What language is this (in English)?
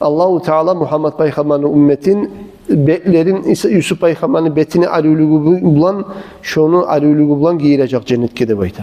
Kumyk